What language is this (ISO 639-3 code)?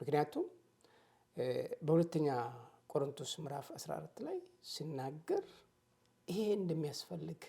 amh